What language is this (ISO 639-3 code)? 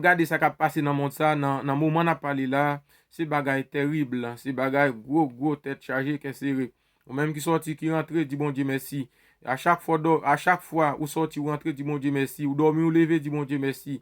hat